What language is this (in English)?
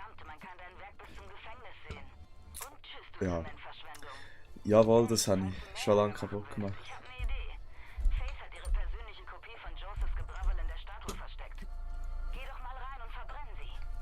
Swiss German